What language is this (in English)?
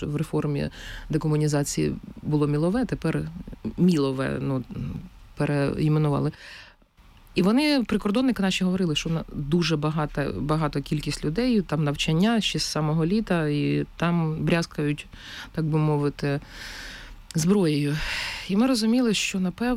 Ukrainian